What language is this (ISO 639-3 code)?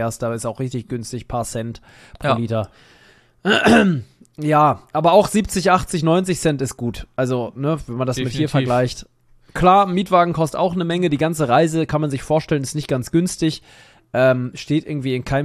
deu